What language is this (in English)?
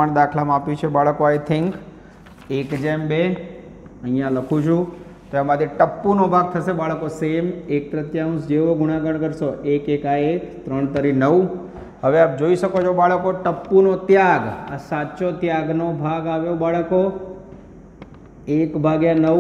Gujarati